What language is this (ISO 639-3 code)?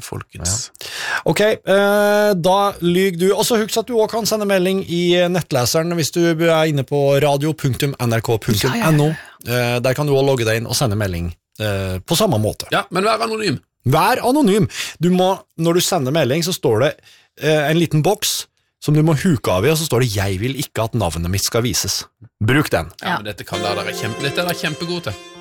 nor